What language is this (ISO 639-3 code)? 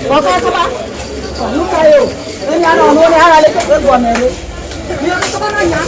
ewe